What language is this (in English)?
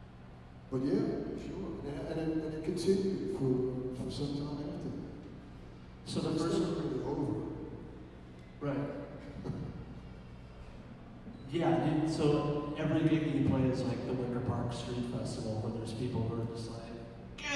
English